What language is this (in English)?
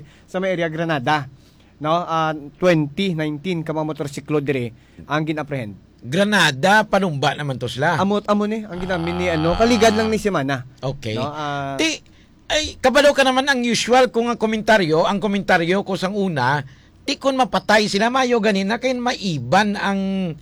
Hiligaynon